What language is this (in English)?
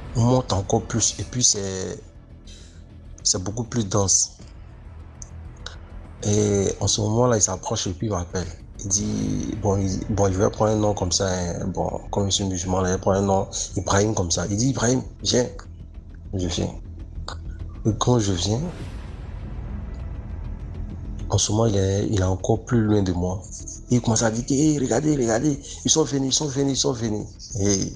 French